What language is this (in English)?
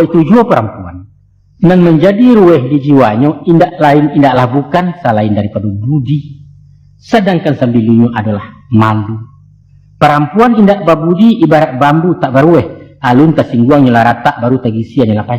Minangkabau